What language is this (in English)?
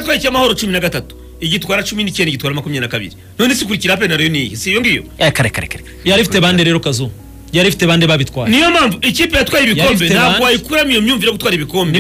Kinyarwanda